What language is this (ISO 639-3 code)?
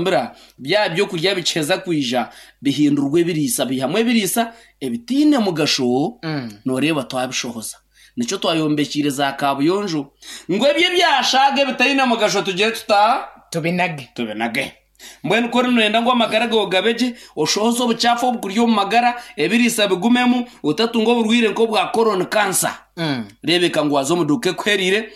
nyn